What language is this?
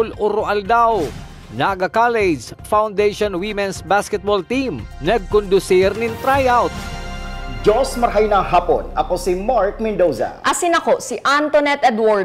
Bikol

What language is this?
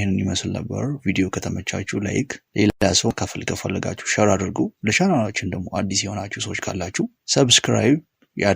Amharic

